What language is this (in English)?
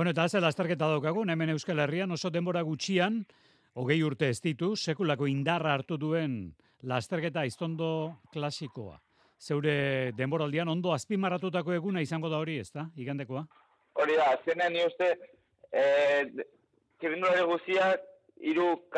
Basque